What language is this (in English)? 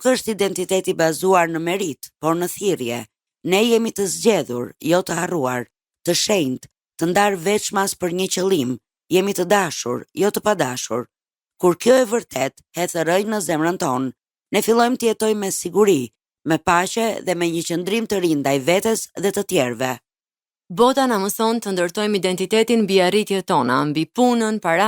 Albanian